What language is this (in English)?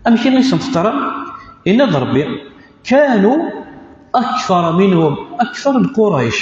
Kabyle